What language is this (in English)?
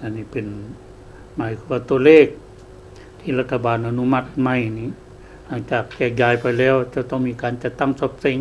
Lao